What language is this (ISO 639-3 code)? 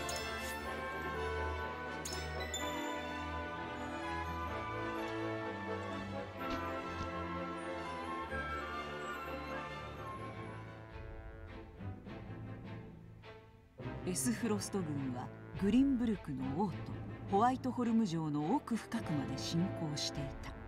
jpn